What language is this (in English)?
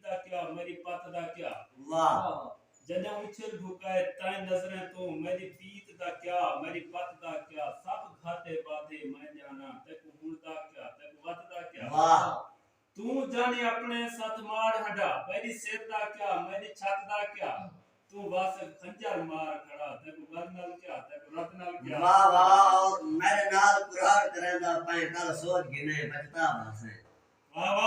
Saraiki